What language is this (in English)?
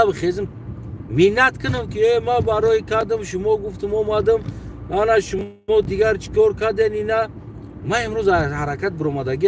Tajik